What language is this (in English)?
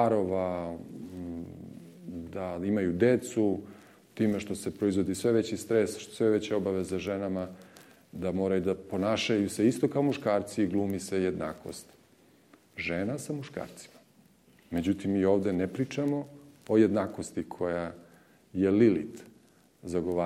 Serbian